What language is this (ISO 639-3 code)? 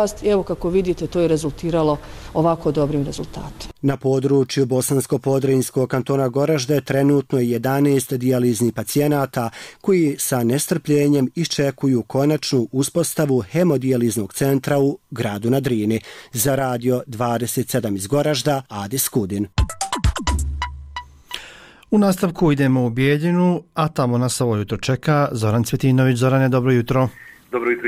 bos